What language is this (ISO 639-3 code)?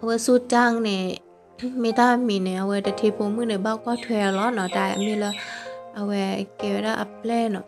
ksw